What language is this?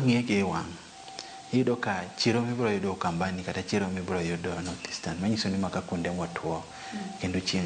Luo (Kenya and Tanzania)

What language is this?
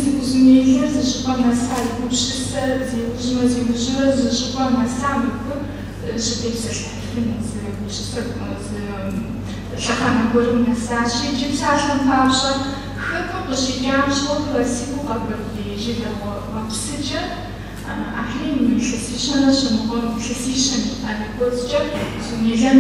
Kabardian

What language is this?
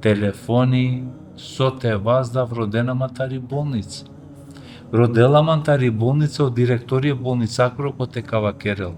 Balkan Romani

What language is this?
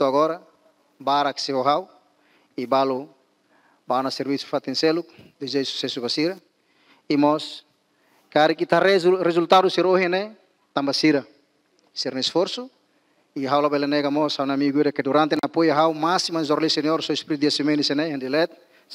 Tetum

